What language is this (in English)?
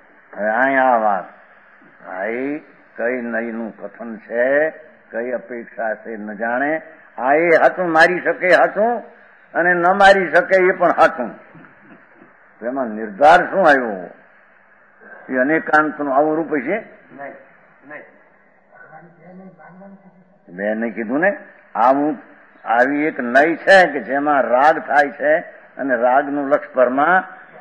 Gujarati